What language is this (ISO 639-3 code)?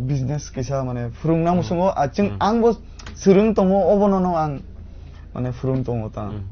trp